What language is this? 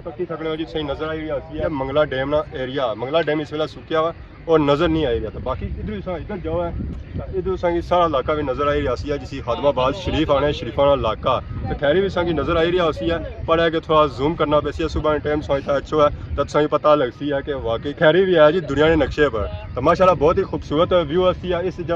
Pahari-Potwari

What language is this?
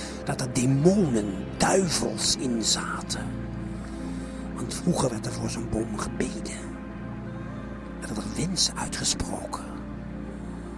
Dutch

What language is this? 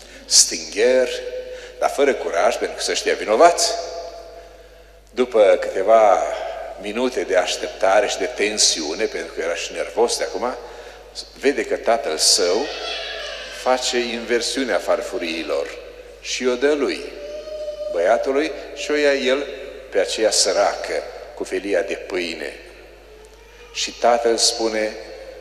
Romanian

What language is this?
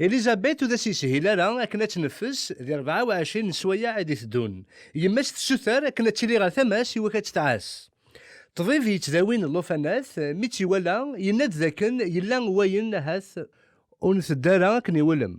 Kabyle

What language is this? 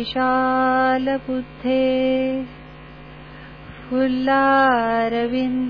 Marathi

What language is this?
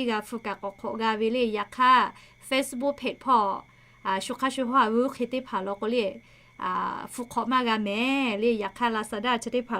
Lahu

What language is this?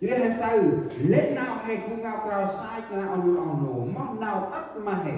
Central Mnong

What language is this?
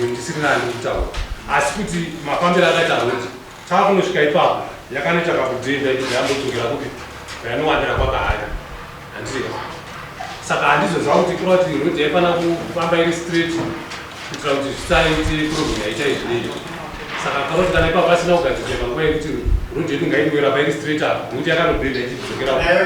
Shona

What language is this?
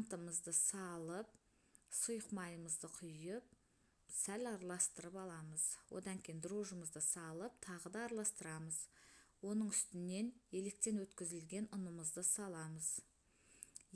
Kazakh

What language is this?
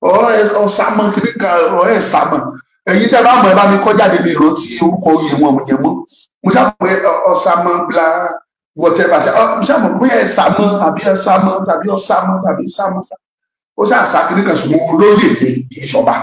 Yoruba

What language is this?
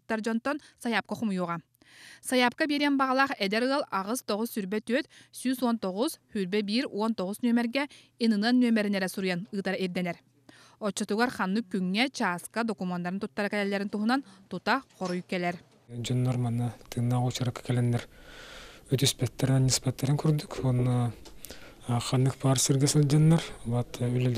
Yakut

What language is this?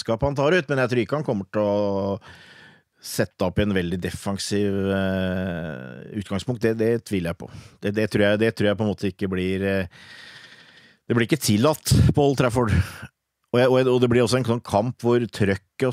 Norwegian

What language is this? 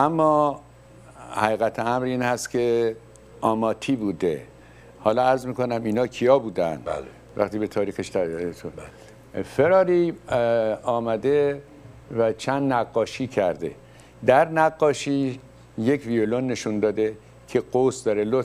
Persian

